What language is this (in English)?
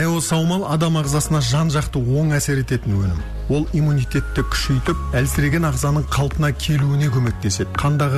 Kazakh